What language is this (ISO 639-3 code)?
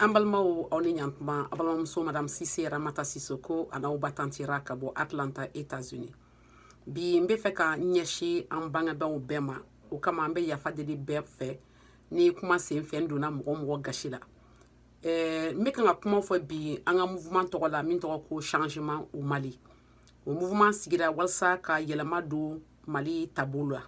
bam